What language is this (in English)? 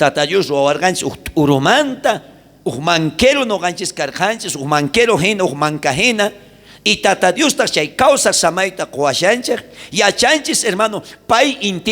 South Bolivian Quechua